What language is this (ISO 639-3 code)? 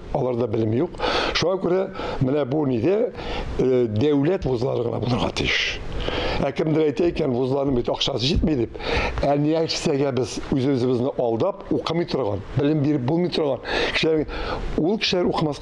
tat